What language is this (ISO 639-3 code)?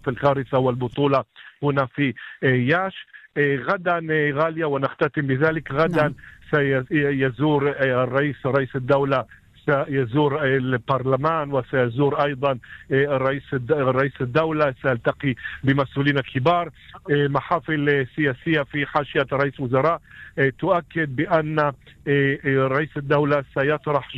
apc